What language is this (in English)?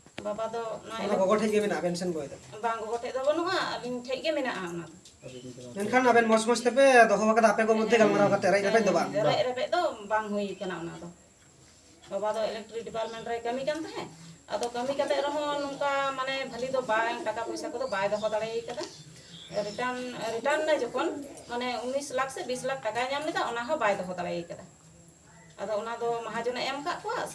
Santali